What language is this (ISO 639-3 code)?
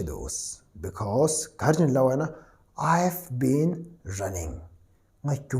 bod